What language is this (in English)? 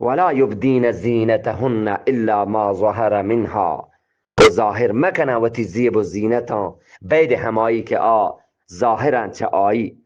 Eastern Balochi